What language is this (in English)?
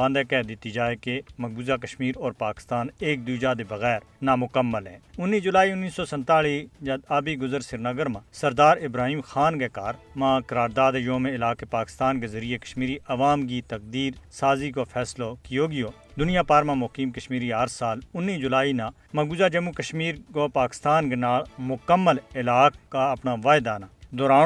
Gujari